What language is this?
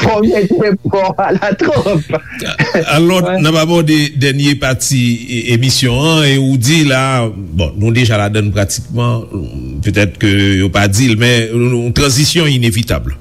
Haitian Creole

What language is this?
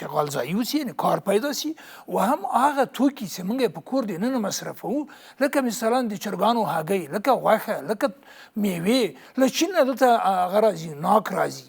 Pashto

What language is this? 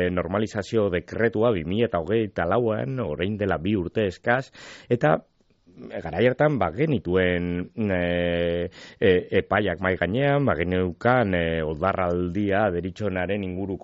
Basque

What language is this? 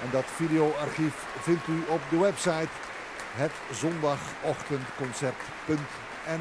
Dutch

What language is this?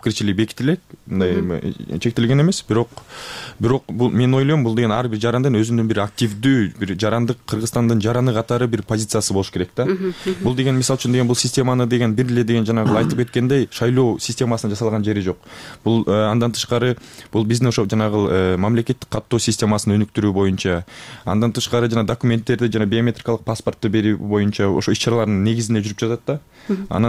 Kyrgyz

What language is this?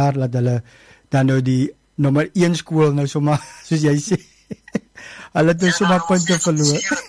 Afrikaans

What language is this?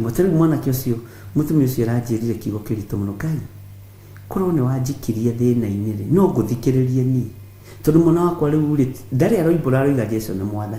Kikuyu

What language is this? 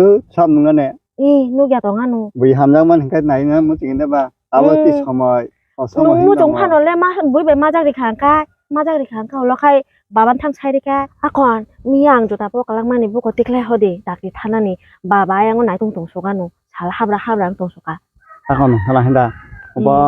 Kok Borok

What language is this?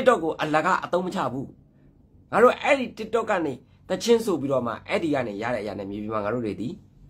Burmese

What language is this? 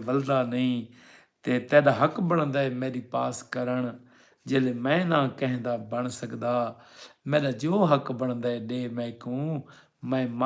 Saraiki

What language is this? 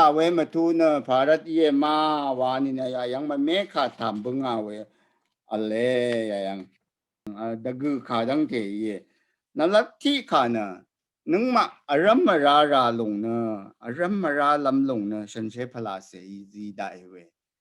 Rawang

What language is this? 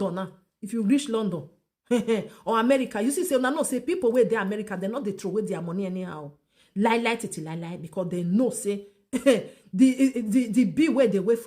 Nigerian Pidgin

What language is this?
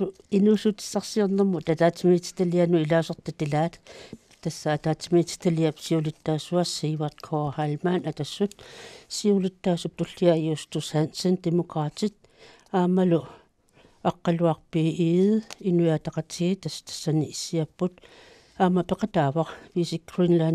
Kalaallisut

